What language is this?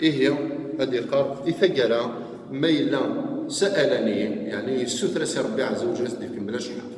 Kabyle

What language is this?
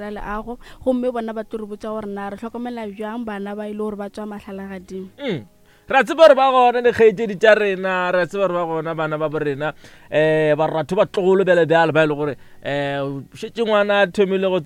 Northern Sotho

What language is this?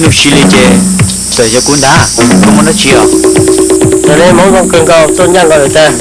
Hmong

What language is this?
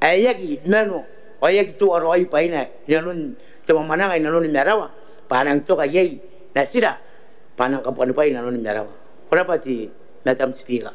Gilbertese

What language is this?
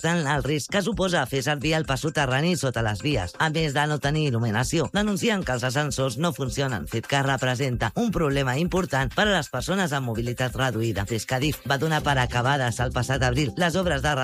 Catalan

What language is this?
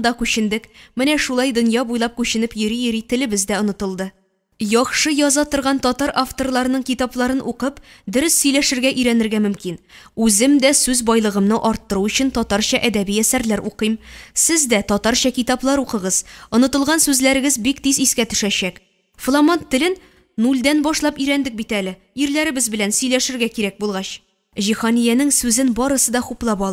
Tatar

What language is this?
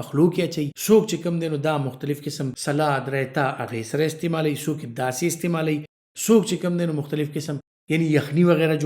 Pashto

